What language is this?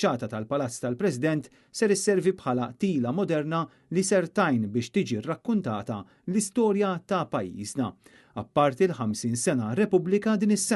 Maltese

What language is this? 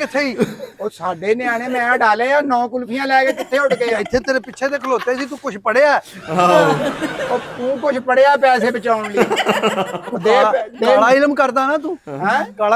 Punjabi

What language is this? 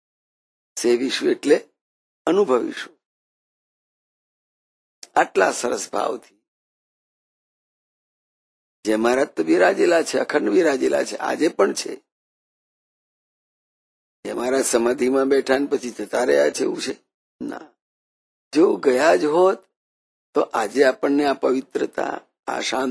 Gujarati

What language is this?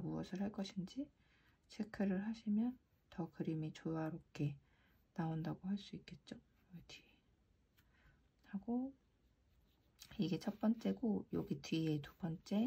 Korean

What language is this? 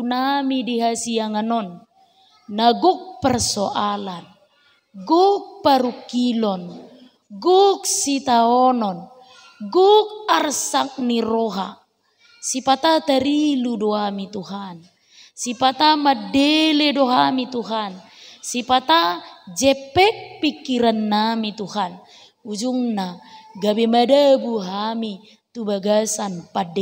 Batak Toba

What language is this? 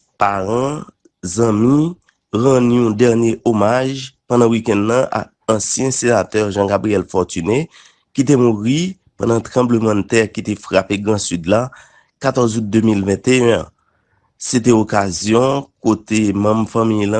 Haitian Creole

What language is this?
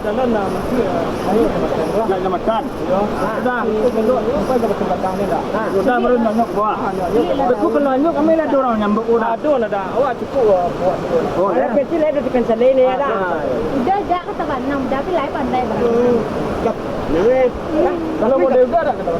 Minangkabau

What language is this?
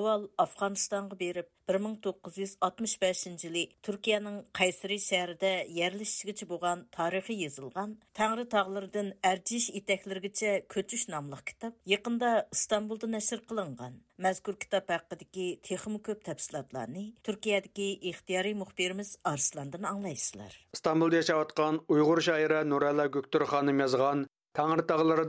Uyghur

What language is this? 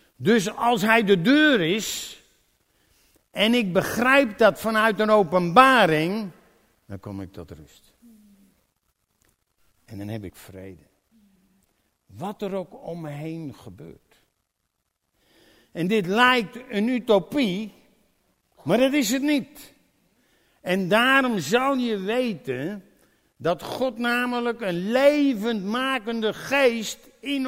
Dutch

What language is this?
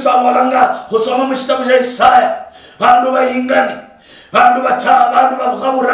Luyia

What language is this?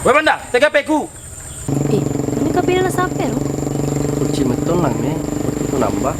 Buginese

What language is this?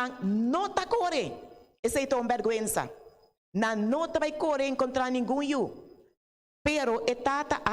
Papiamento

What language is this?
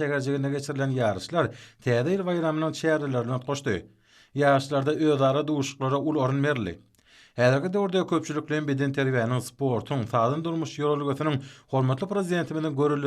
Turkmen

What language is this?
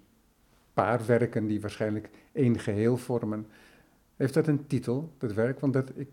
Dutch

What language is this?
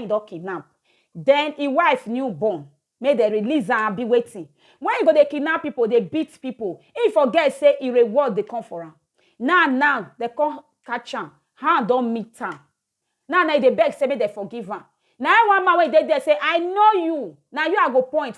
Nigerian Pidgin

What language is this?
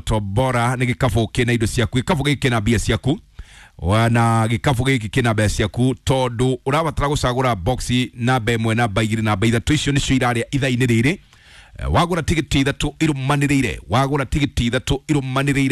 Kikuyu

